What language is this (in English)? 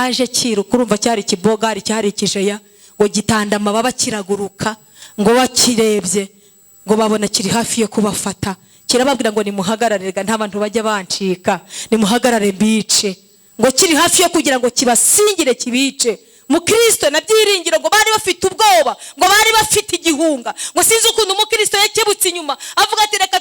Kinyarwanda